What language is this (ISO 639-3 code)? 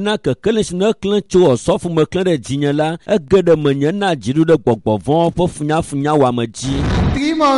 ewe